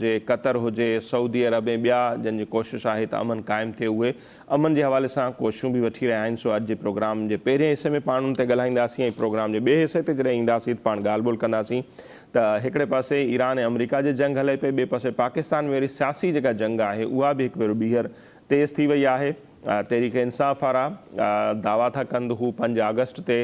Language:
Sindhi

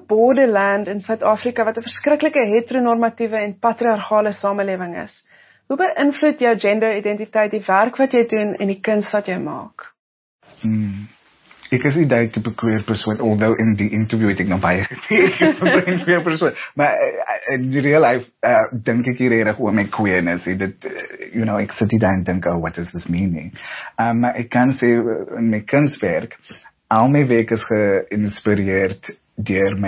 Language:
Afrikaans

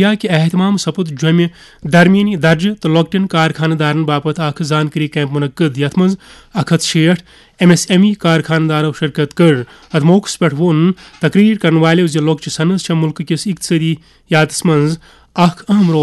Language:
Kashmiri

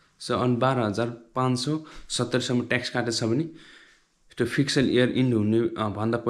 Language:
Nepali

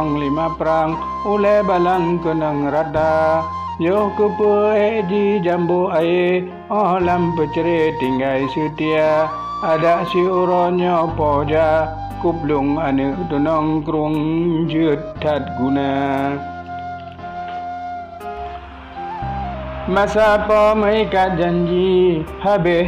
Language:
Achinese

